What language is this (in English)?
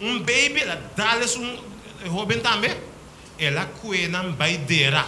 Papiamento